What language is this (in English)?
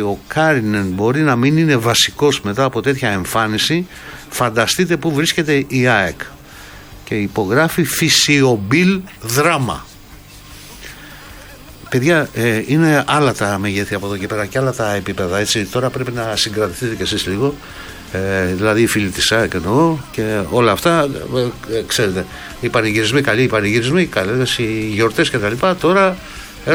Greek